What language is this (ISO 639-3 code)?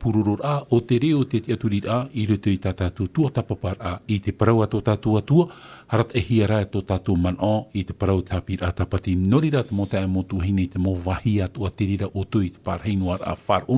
tah